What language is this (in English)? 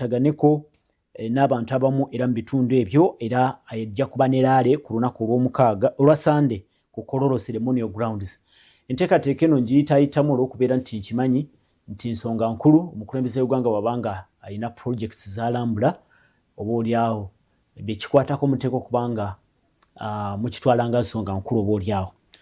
Ganda